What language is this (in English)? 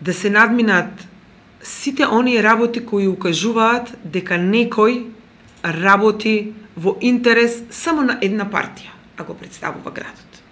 Macedonian